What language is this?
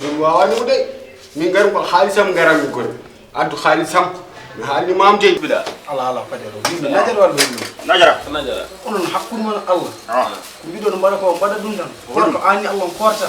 Fula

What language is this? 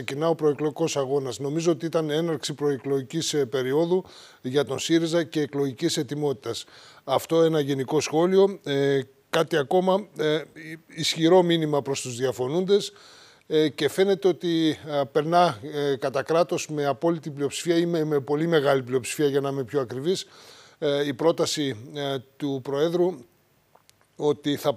Greek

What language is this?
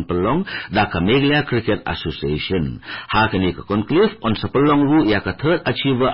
Khasi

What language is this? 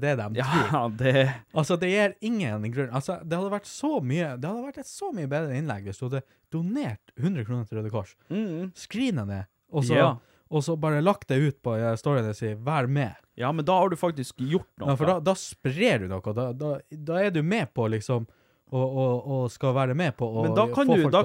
Norwegian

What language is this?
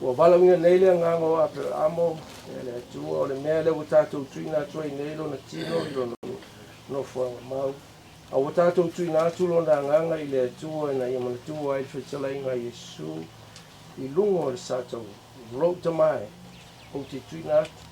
Samoan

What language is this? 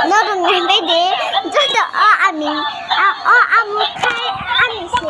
Kok Borok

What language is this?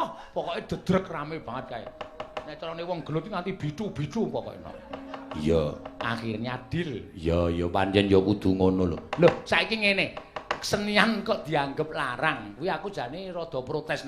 Javanese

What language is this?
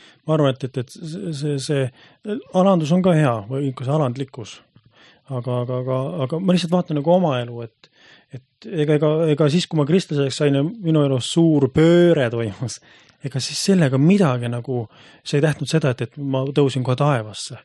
Estonian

